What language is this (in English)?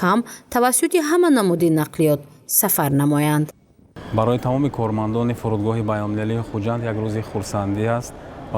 Tajik